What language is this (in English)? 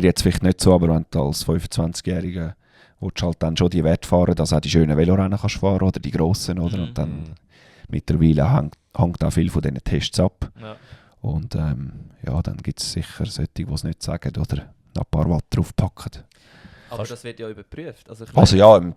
Swiss German